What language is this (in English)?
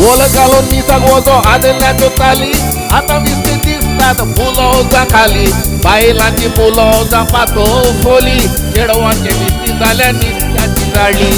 Konkani